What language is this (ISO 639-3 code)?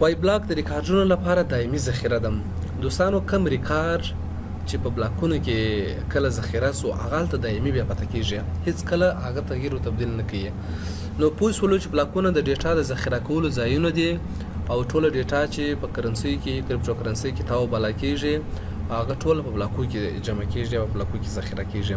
pus